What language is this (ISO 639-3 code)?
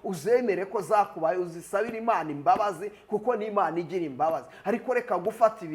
kin